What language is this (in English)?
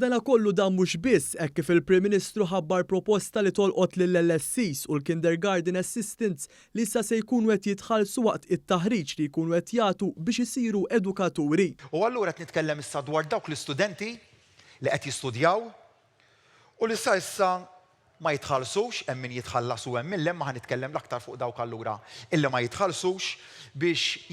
Maltese